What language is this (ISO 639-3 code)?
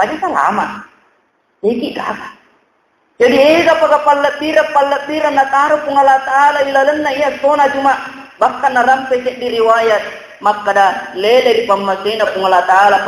bug